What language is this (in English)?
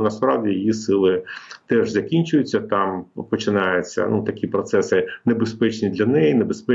Ukrainian